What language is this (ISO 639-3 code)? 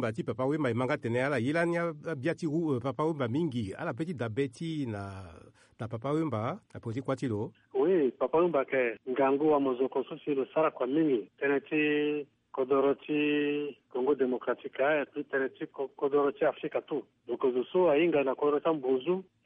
sag